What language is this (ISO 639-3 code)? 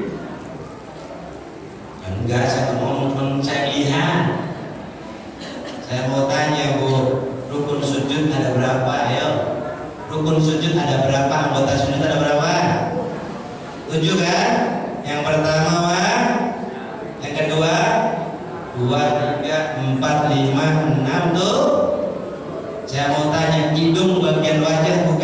ind